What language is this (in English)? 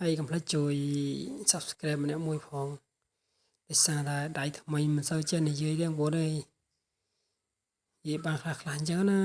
Khmer